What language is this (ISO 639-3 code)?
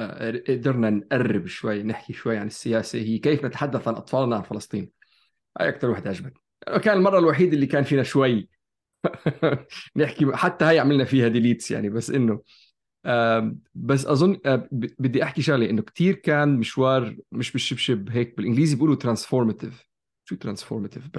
apc